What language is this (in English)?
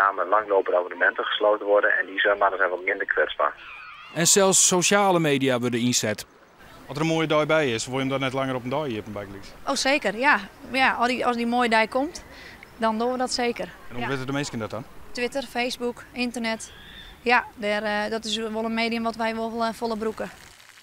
Western Frisian